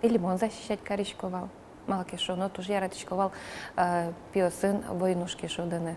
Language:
Udmurt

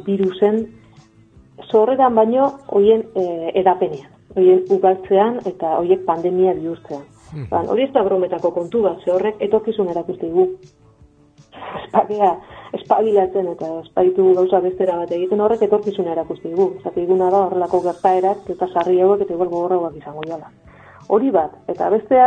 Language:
Basque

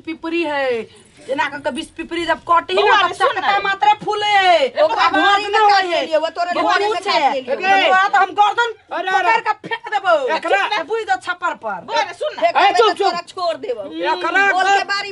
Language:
Maithili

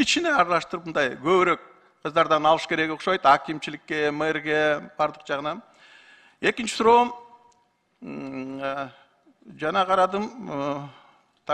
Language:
Kyrgyz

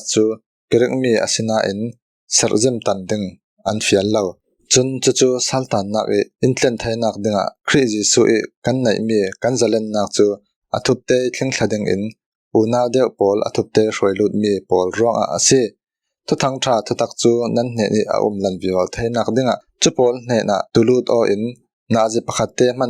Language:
Falam Chin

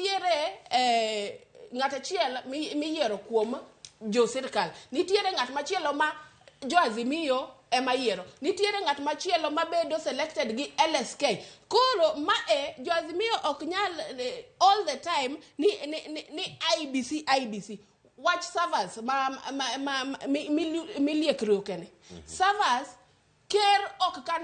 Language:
Luo (Kenya and Tanzania)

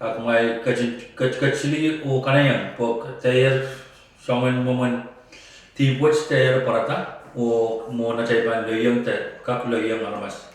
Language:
Pohnpeian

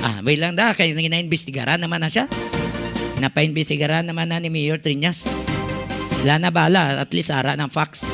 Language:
Hiligaynon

